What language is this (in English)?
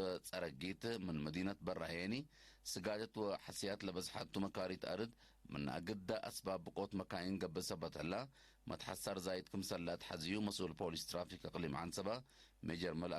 Tigre